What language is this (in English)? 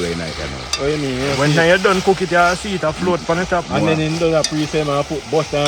Jamaican Creole English